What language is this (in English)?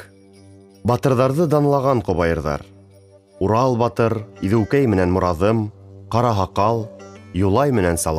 Bashkir